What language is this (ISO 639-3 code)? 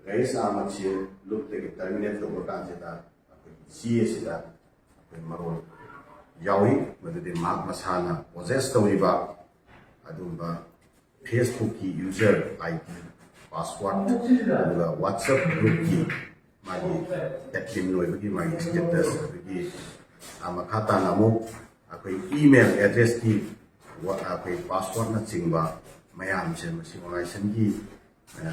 mni